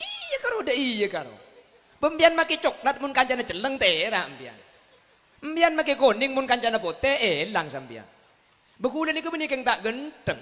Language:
Madurese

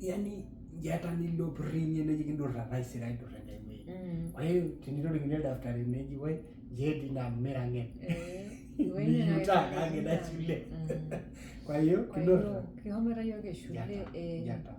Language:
Masai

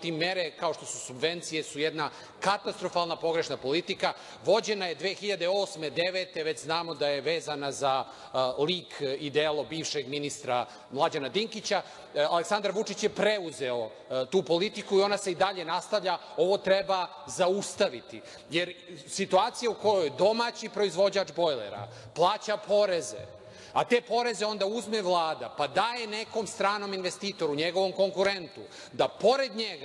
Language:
Serbian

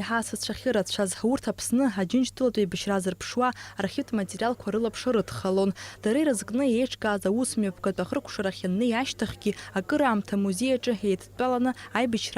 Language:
Abkhazian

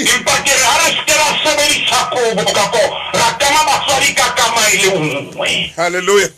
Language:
Southern Sotho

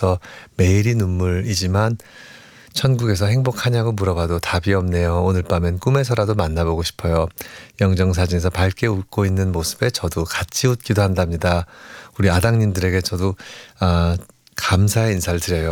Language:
Korean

